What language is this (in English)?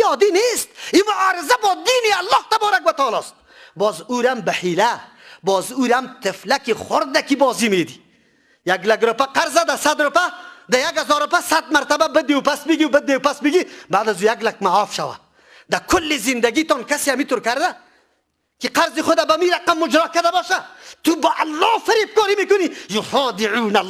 Persian